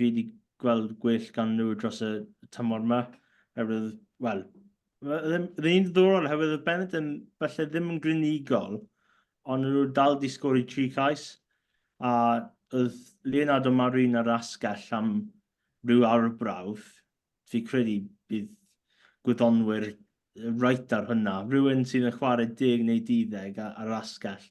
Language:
Welsh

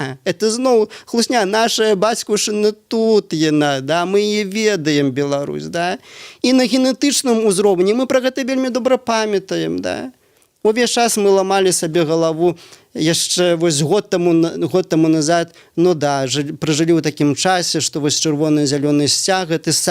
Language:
Belarusian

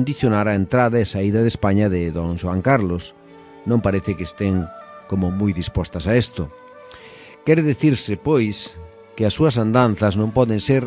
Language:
Galician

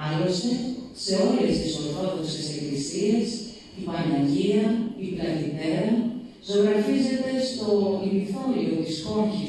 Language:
Greek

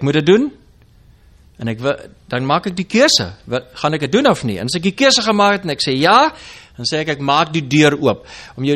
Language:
Afrikaans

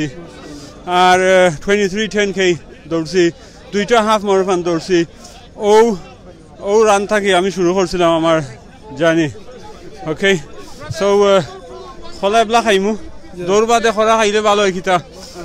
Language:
Sylheti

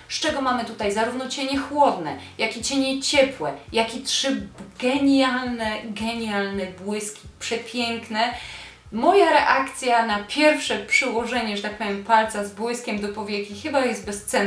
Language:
Polish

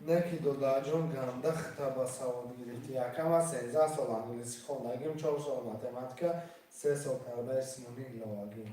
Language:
Tajik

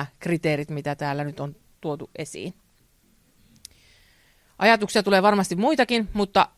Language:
Finnish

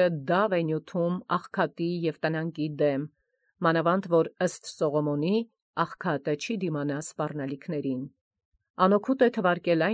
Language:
Armenian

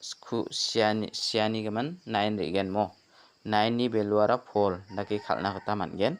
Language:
Garo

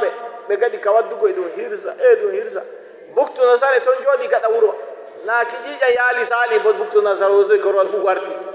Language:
Nigerian Fulfulde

